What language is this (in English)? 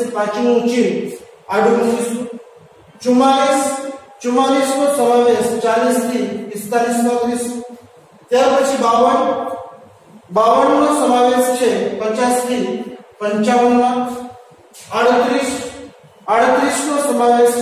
Gujarati